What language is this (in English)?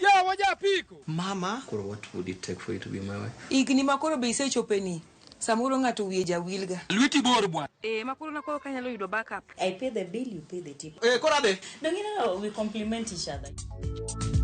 Luo (Kenya and Tanzania)